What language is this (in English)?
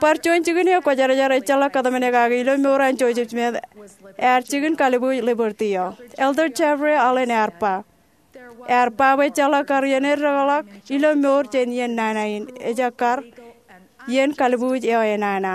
Marshallese